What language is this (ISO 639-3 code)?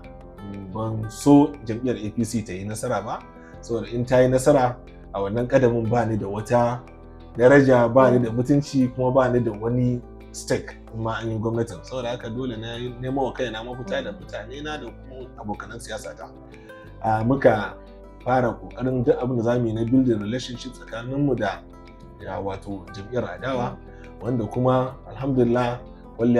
hau